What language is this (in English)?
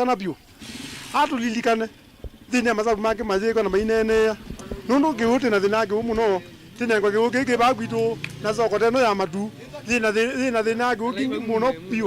Kamba